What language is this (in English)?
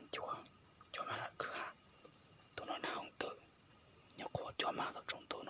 Hmong